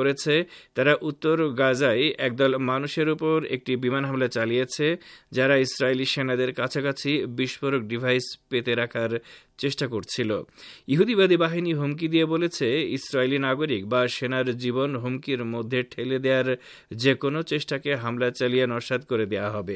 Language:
Bangla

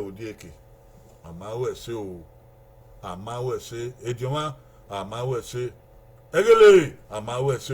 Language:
Bini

